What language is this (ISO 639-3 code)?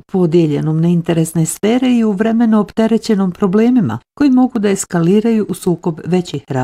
bos